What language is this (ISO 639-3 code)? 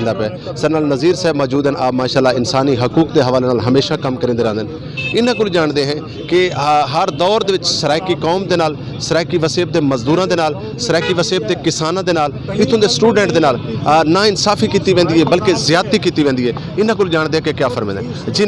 skr